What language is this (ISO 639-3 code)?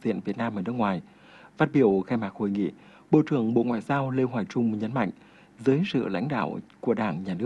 vie